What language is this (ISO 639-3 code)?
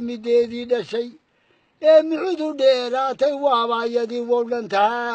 som